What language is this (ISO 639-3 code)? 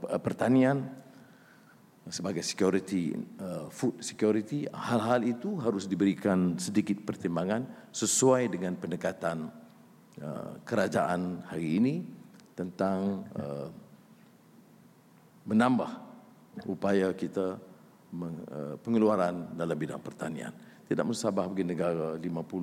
msa